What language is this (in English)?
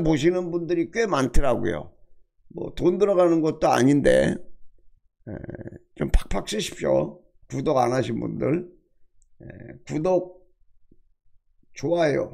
Korean